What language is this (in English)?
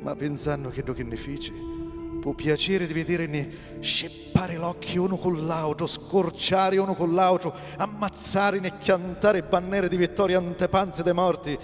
Sicilian